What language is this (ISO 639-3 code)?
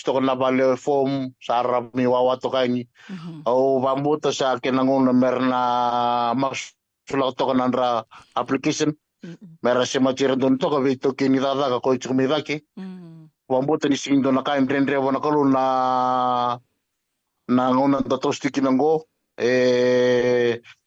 fij